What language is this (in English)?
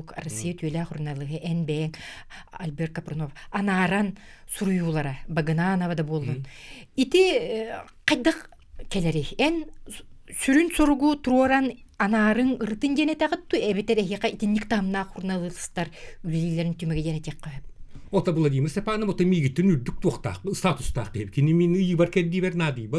Yakut